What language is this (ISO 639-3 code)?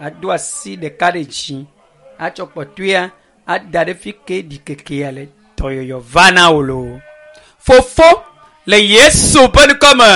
ewe